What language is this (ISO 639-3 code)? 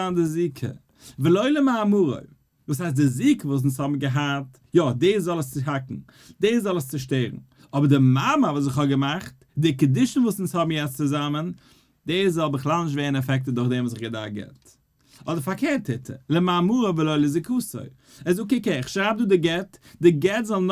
yid